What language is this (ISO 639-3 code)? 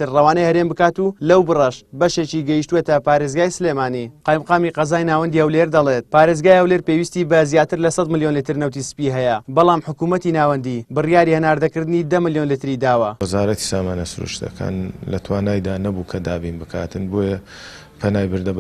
ckb